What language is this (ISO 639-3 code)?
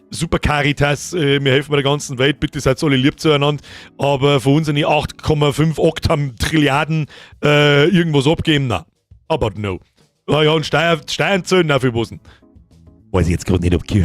bar